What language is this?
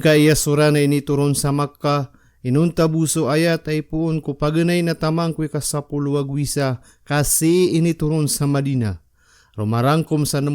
Maranao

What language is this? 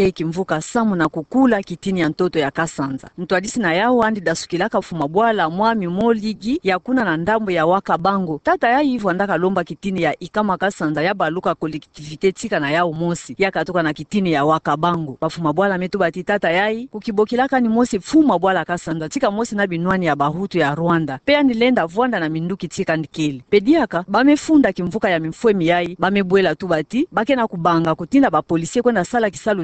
Kituba (Democratic Republic of Congo)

